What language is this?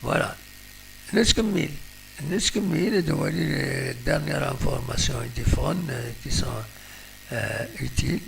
Kabyle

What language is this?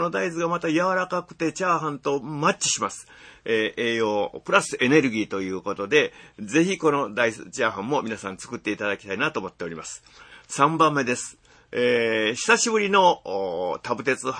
Japanese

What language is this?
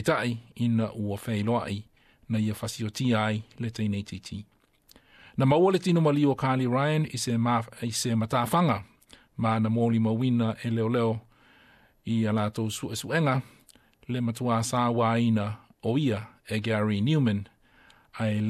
Samoan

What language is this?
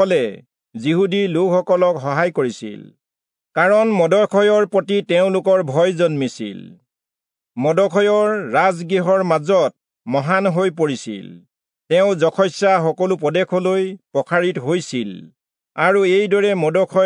Assamese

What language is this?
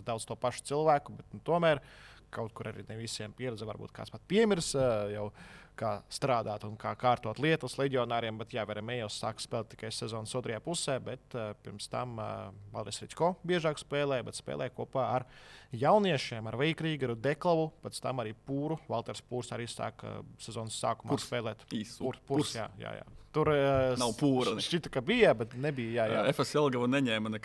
Latvian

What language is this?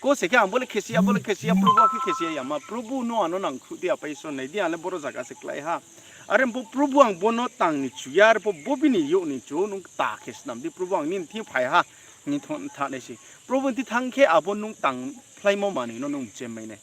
Riang (India)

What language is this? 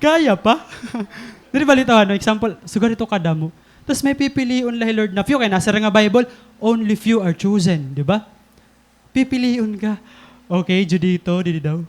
Waray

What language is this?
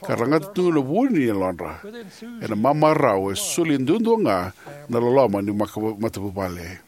Fijian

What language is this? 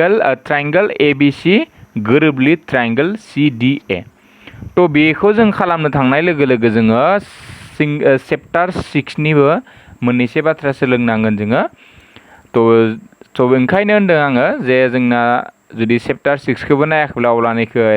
Bodo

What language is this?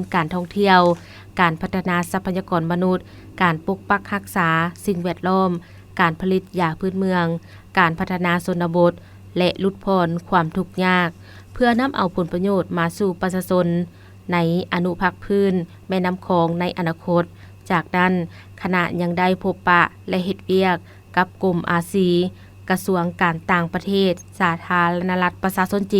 Lao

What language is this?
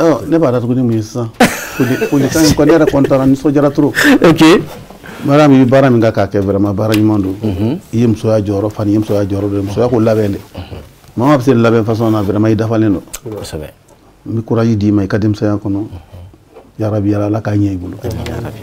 Bambara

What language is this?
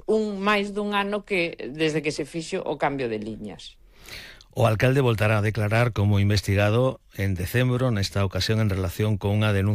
Galician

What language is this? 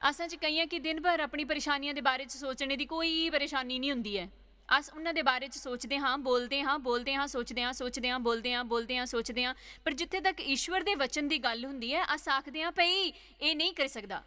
Dogri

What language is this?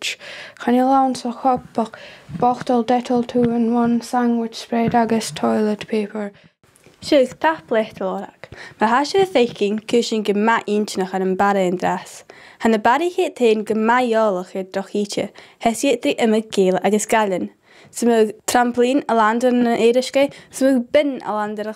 Scottish Gaelic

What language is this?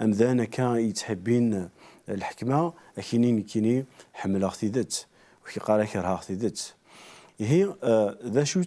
Kabyle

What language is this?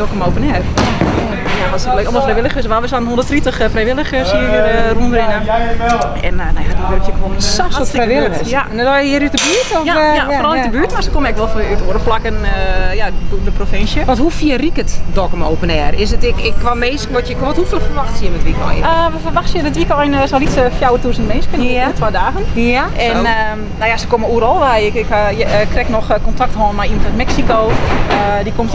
Western Frisian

